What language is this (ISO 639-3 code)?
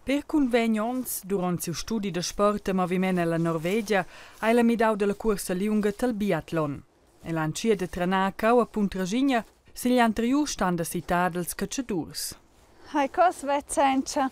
roh